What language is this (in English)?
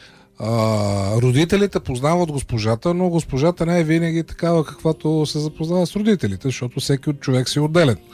Bulgarian